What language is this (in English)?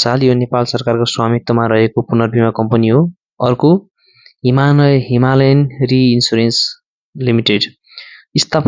Nepali